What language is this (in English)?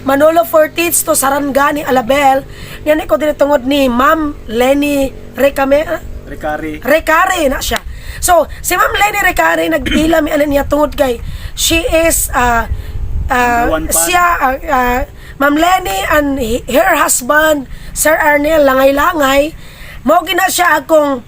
Cebuano